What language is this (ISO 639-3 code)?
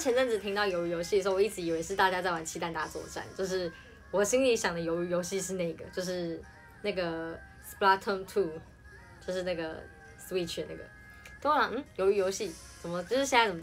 zho